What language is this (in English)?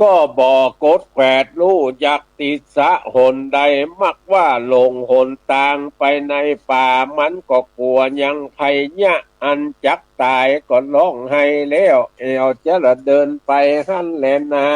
Northern Thai